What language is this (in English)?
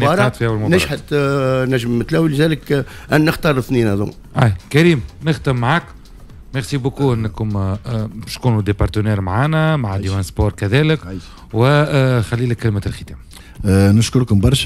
Tunisian Arabic